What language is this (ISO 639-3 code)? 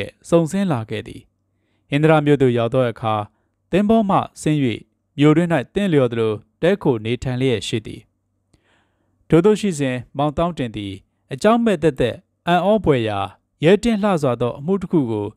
mya